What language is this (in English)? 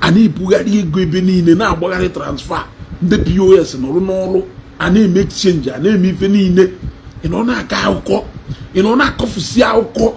Igbo